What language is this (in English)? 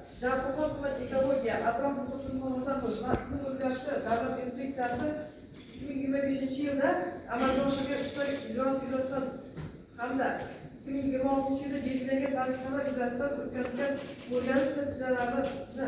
Uzbek